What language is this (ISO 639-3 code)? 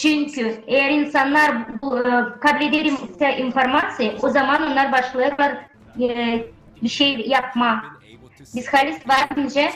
gag